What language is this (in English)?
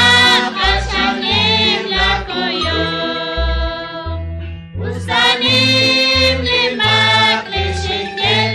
Kekchí